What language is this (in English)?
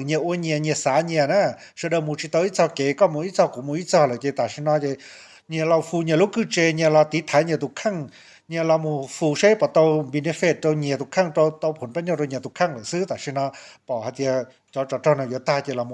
Hmong